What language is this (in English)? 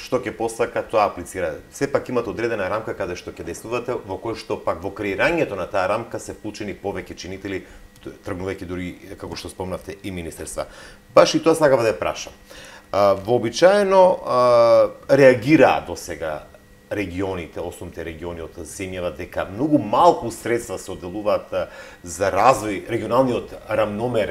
Macedonian